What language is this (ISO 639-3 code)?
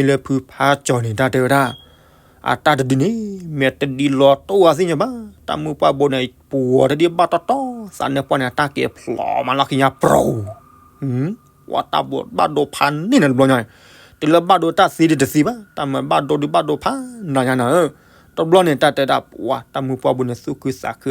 ksw